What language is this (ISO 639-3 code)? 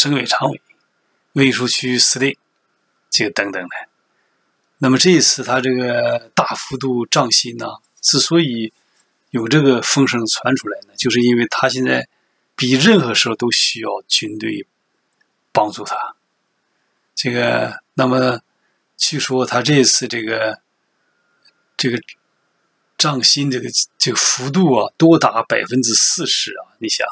zho